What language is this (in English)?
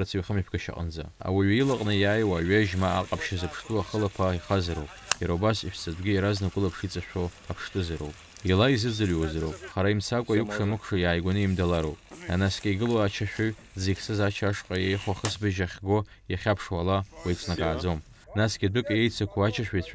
Abkhazian